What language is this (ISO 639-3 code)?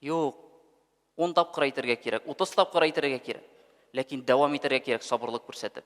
tat